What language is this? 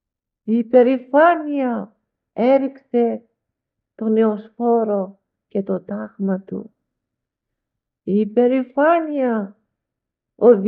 Greek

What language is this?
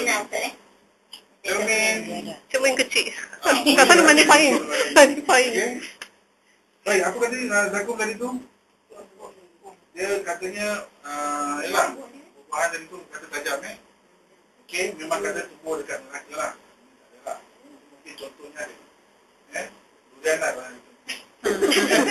Malay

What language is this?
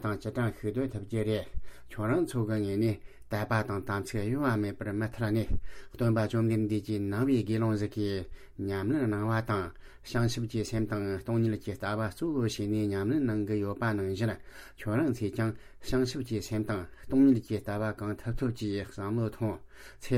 Tibetan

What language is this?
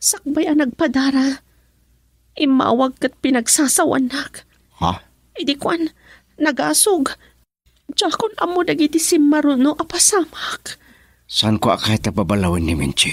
Iloko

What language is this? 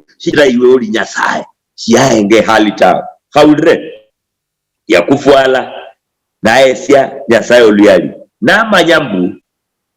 Luyia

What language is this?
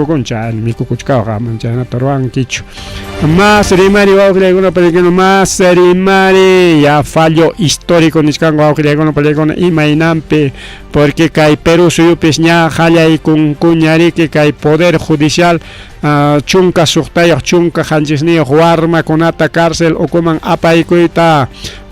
Ayacucho Quechua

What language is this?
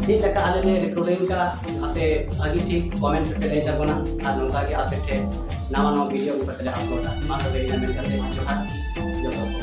Santali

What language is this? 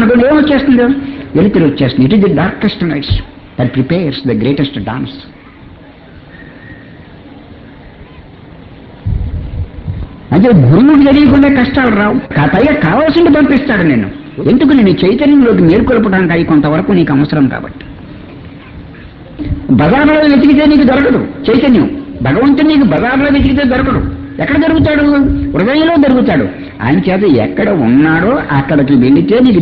Telugu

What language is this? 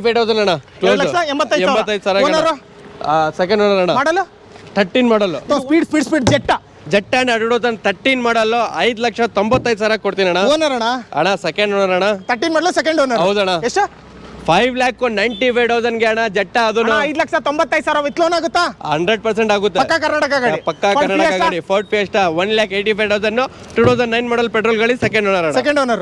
Kannada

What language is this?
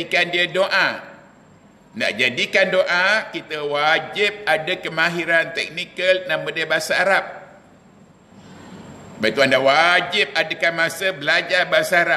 Malay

